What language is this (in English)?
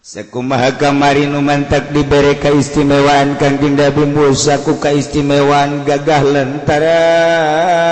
Sundanese